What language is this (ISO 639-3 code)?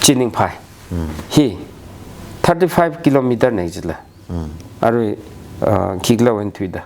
nmf